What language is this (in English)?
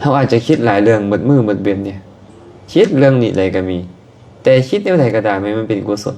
Lao